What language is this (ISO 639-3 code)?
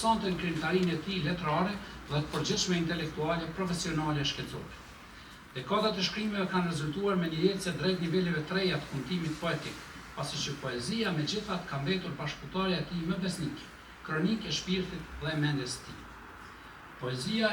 sqi